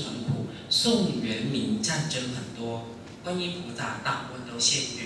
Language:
Chinese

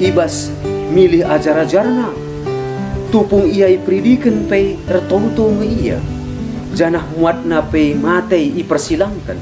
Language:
Batak Karo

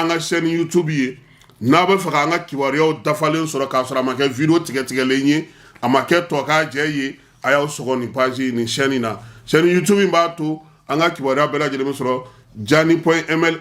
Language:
Bambara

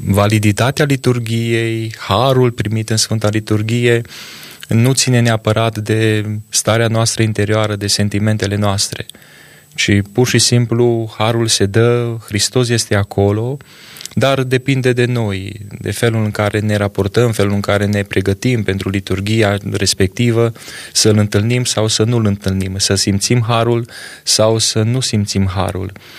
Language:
Romanian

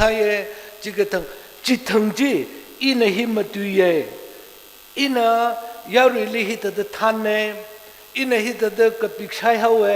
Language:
Tangkhul Naga (India)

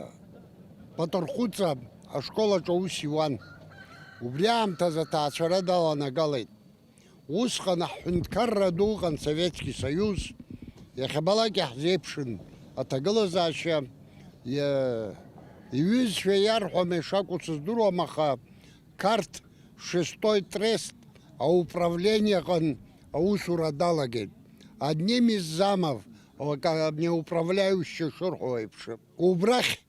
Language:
Abkhazian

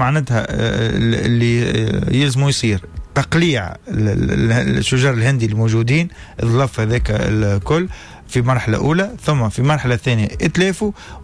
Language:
Tunisian Arabic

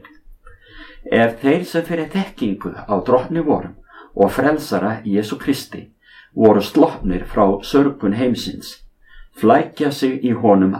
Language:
Icelandic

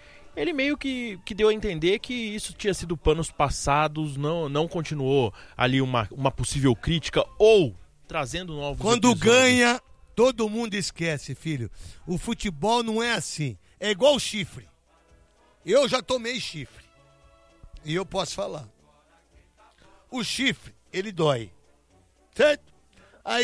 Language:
Portuguese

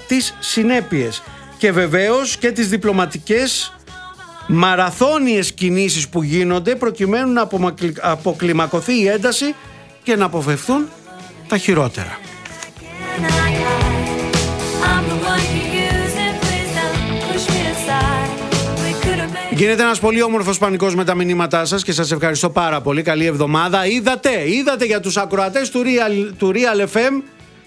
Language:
Greek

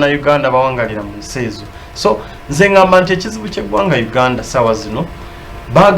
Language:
Ganda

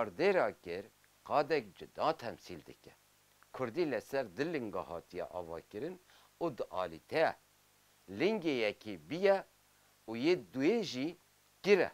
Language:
Kurdish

